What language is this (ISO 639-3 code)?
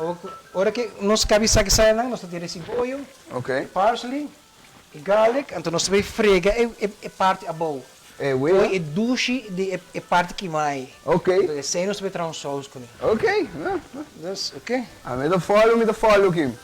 pap